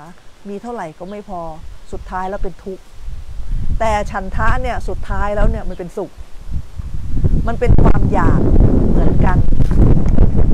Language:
Thai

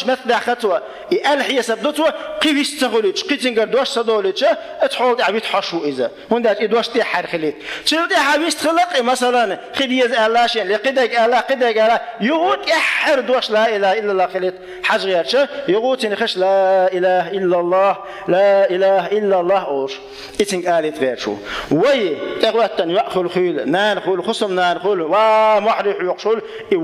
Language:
Chechen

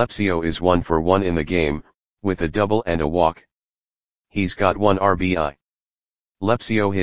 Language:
English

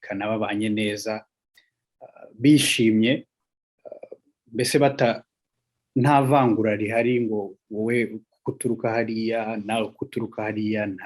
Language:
Kinyarwanda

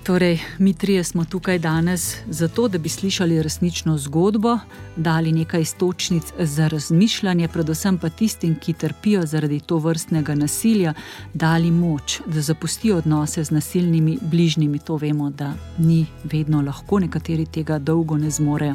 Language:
Slovenian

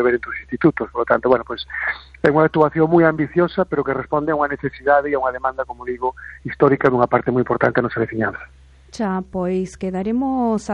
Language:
Galician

